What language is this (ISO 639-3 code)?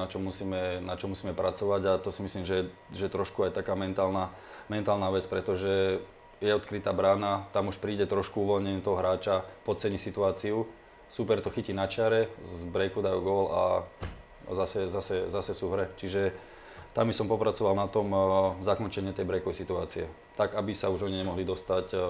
slk